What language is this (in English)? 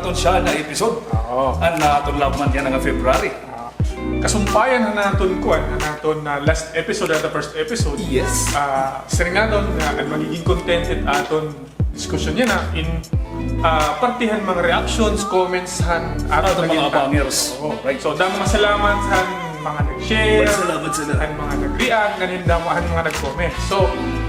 Waray